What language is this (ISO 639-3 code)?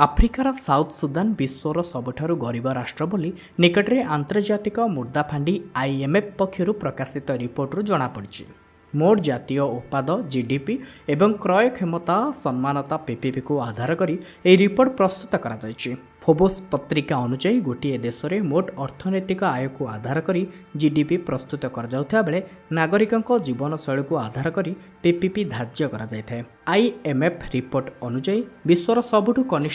ori